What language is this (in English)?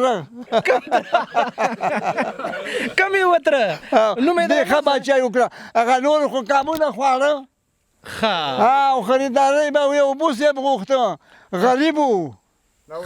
Pashto